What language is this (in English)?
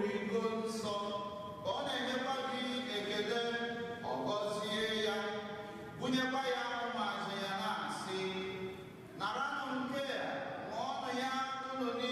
Igbo